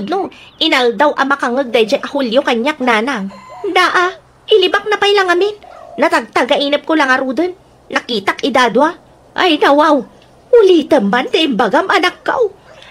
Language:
Iloko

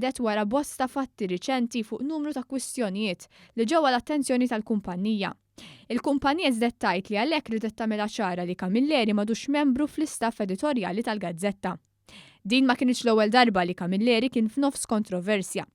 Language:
Maltese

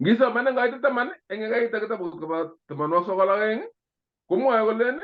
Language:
Kalenjin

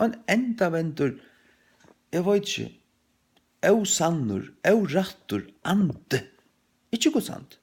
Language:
Faroese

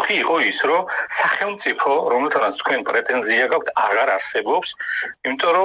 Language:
Georgian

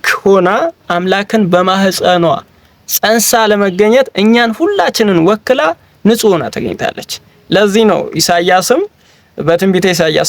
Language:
Amharic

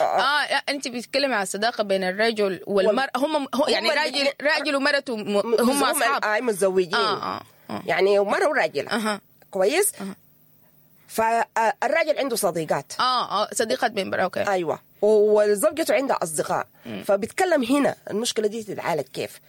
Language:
Sudanese Arabic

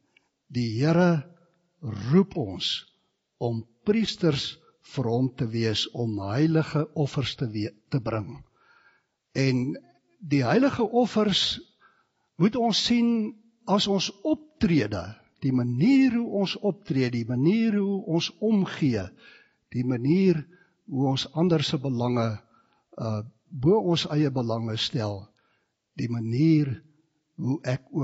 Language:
Afrikaans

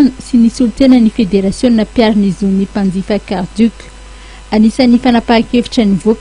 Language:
Malagasy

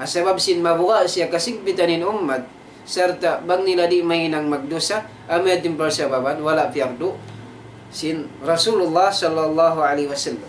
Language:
Tausug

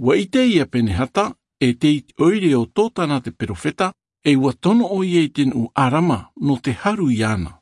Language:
Tahitian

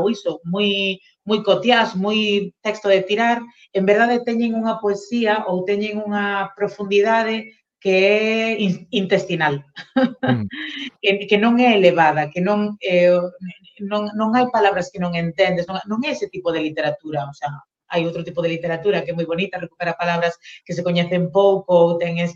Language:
Galician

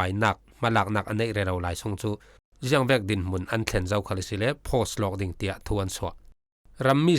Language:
Falam Chin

